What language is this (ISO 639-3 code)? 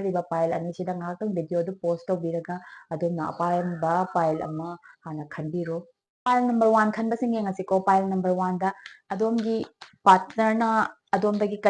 mni